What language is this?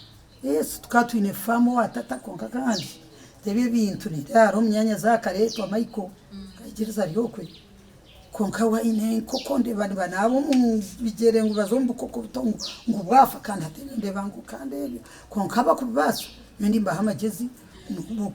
Nyankole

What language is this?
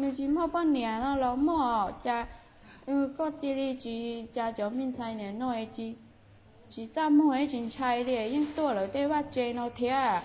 Hmong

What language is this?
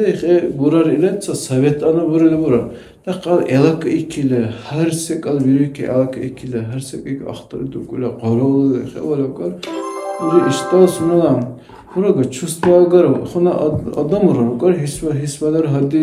Dargwa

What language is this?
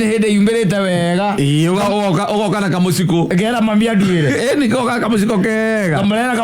Kikuyu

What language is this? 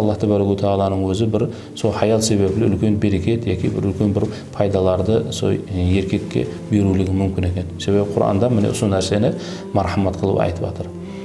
Kara-Kalpak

